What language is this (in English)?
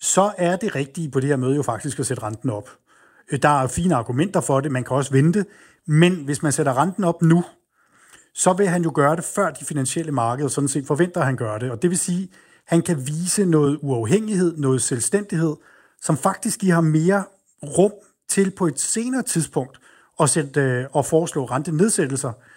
Danish